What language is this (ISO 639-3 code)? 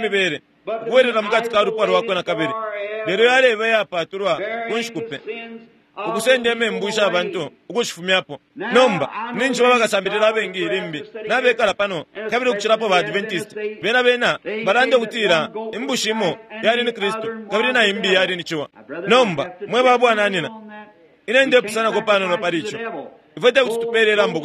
bem